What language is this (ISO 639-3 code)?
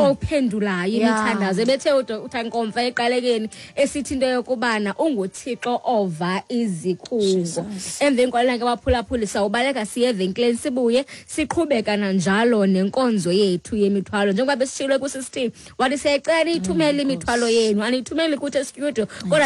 xho